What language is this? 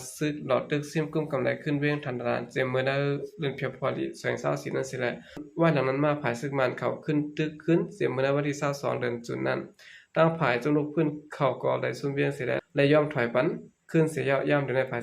Shan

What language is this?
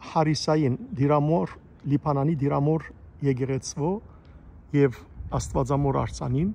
Western Armenian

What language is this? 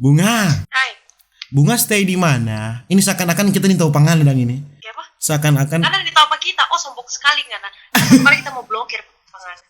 Manado Malay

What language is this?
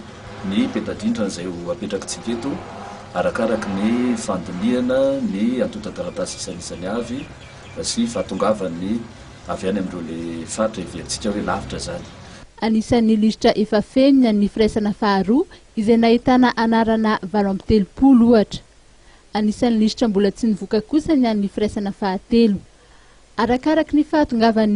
Malagasy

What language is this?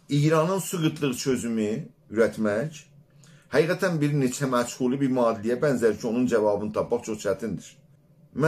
South Azerbaijani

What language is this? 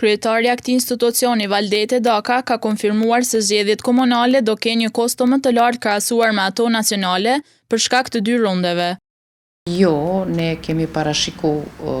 Albanian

